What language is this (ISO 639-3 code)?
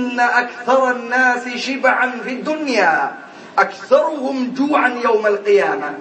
mal